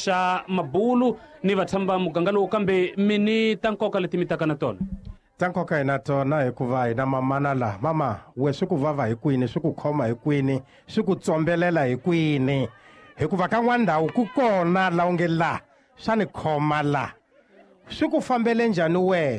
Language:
Tsonga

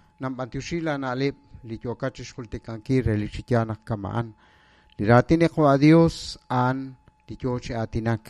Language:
Kekchí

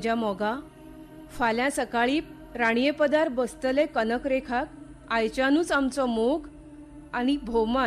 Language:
Konkani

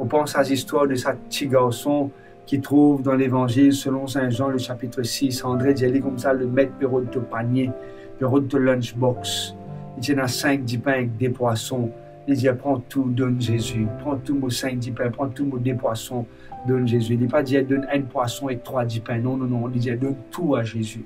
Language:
Morisyen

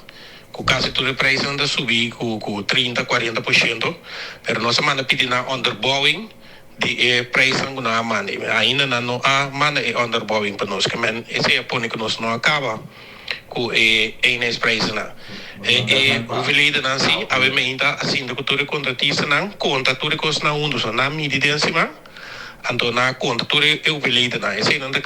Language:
Papiamento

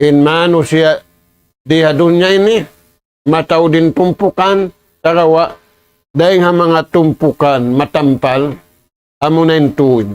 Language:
Tausug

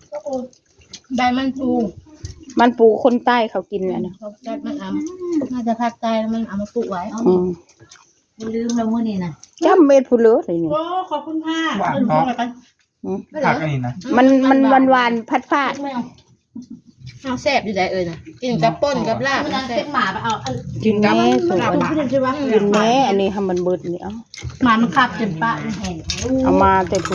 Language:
Northeastern Thai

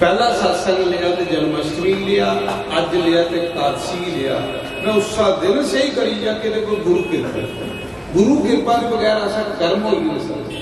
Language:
Dogri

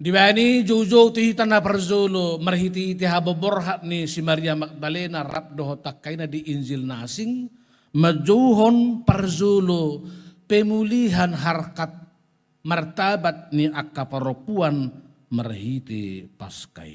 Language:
Batak Toba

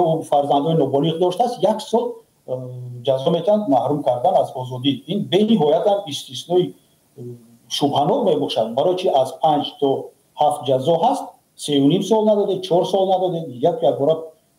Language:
Tajik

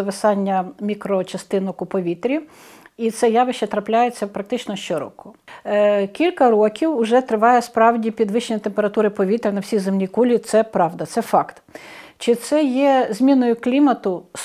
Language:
Ukrainian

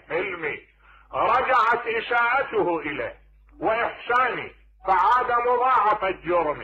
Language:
Mesopotamian Arabic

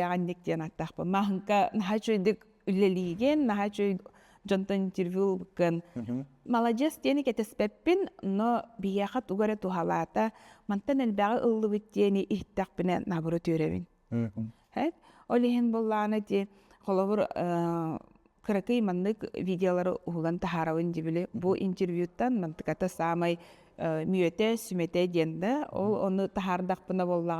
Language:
Yakut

